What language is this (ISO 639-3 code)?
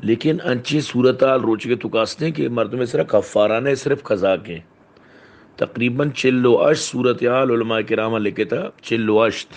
bal